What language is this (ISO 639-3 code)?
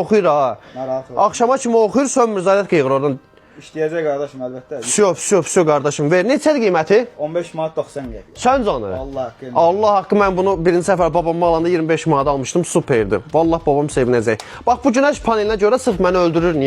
aze